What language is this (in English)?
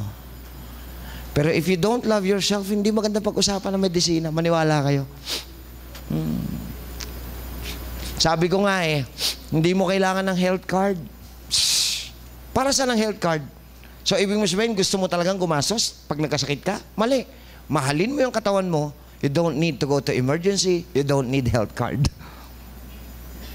Filipino